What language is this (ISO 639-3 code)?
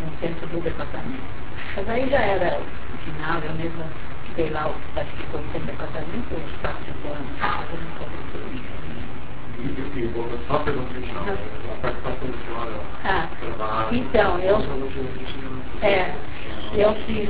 por